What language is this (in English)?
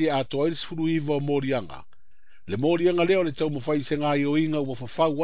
Samoan